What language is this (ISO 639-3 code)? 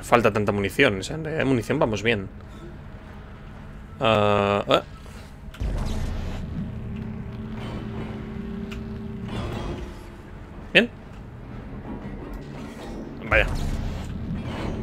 spa